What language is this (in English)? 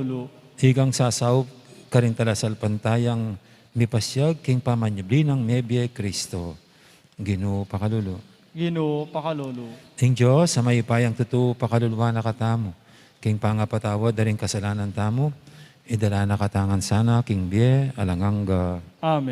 Pampanga